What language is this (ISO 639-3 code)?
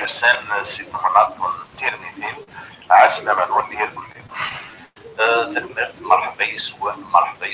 kab